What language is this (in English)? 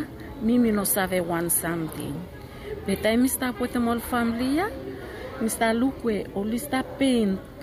Bislama